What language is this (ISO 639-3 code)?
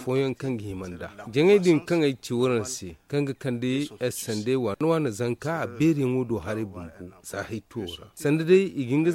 dje